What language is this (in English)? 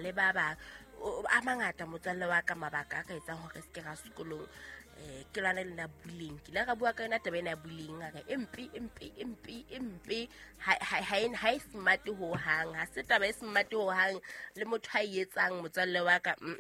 Southern Sotho